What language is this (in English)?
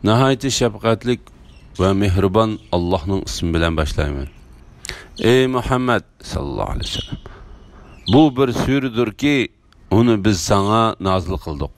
Uyghur